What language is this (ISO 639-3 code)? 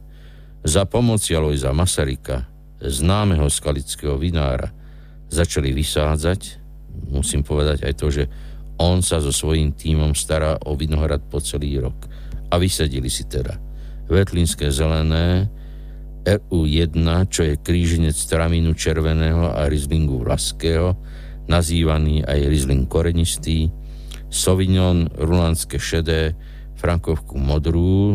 slk